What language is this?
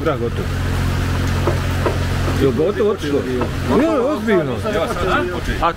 Bosnian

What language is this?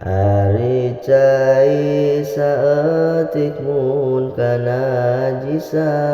Sundanese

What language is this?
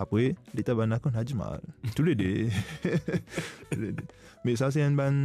Morisyen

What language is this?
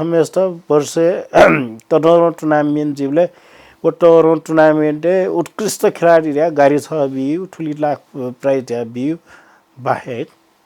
Newari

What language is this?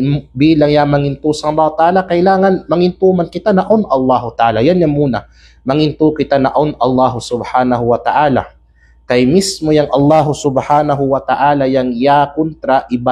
Kalagan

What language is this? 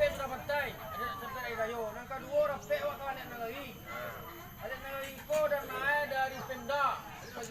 Minangkabau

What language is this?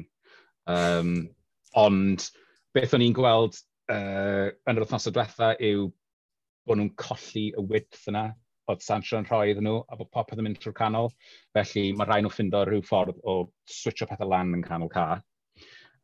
Welsh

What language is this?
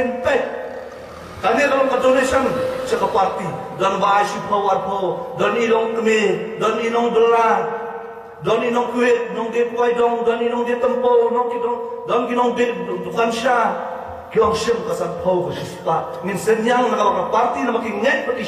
Khasi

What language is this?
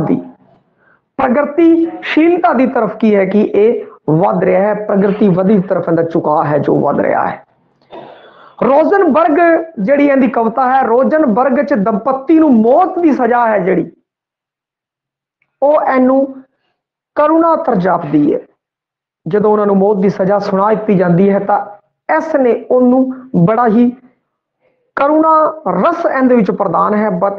Punjabi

